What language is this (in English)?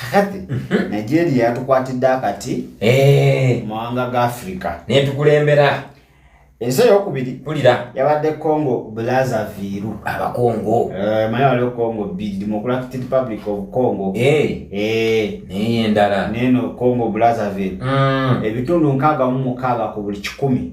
Ganda